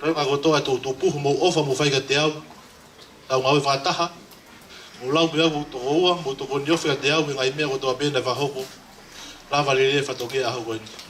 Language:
Tongan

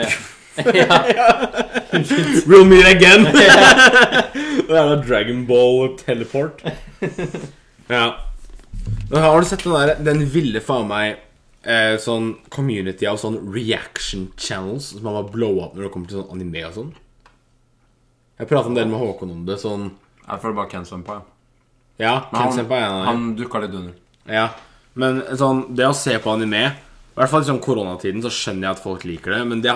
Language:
Norwegian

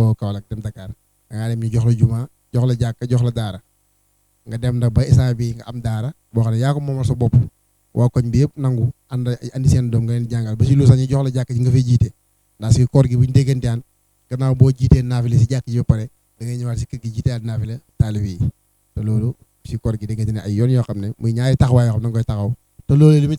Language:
Wolof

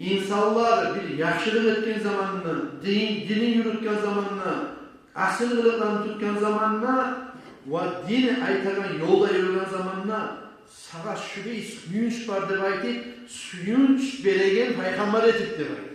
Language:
Kumyk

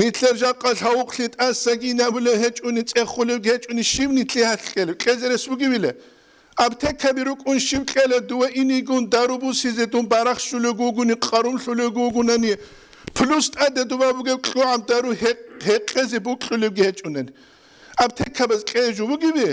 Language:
Avaric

